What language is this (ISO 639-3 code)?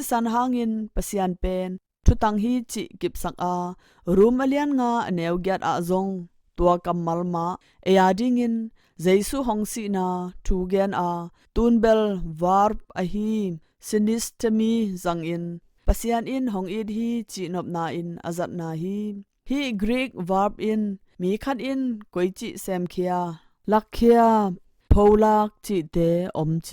ctd